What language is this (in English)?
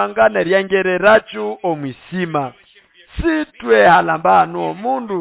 Nande